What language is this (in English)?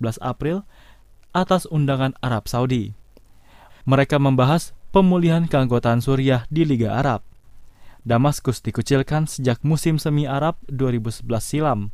Indonesian